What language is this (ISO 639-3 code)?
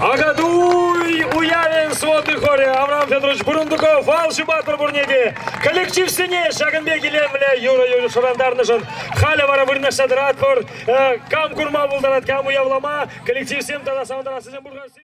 chv